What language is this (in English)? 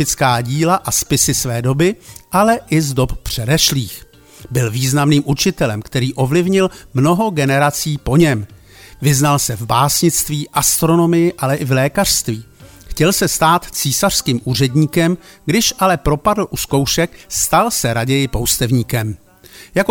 Czech